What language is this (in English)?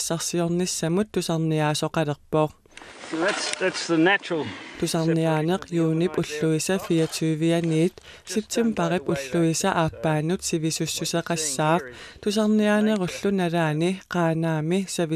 Kalaallisut